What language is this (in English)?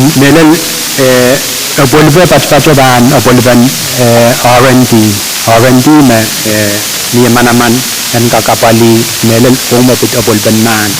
Pohnpeian